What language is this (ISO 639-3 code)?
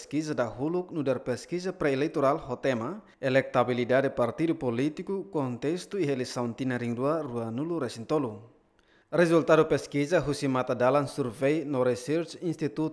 tet